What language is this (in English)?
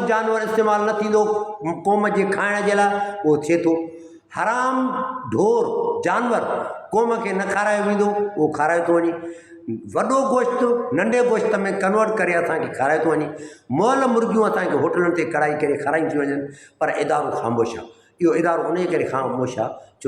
Sindhi